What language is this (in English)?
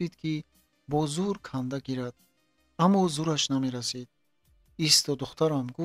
Tajik